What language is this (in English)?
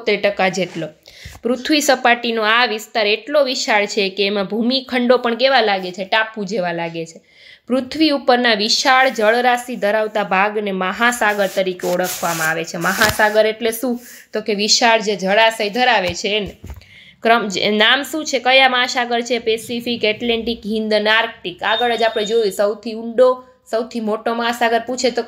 Gujarati